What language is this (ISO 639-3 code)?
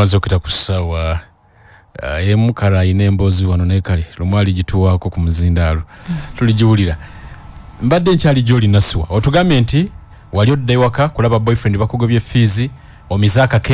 lug